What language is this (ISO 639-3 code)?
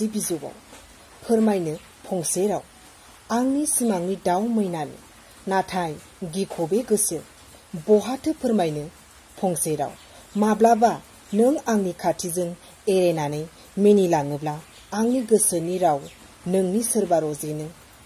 brx